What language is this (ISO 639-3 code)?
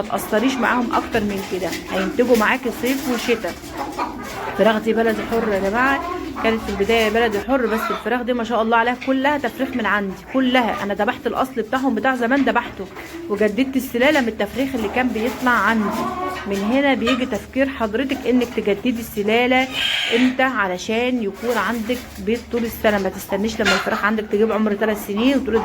arz